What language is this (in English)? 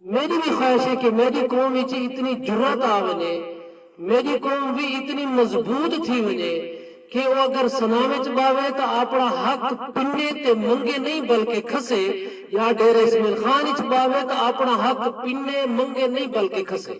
Saraiki